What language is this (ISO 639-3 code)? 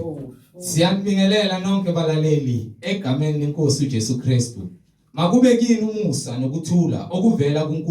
zul